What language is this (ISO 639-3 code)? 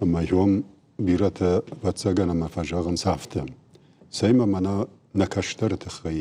oss